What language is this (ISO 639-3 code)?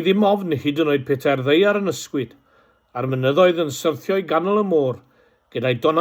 cym